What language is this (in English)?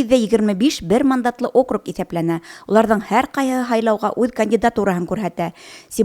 Bashkir